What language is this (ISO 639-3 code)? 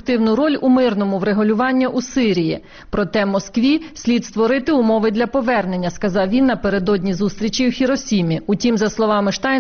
ukr